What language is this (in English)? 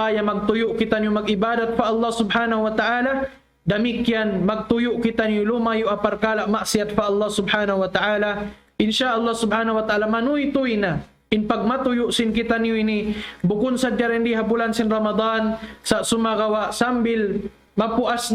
Tausug